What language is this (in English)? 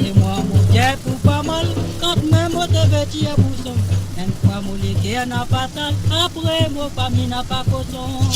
Morisyen